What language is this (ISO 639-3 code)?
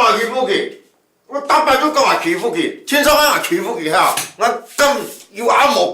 hak